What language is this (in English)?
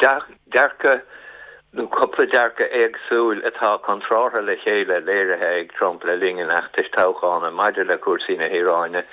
Irish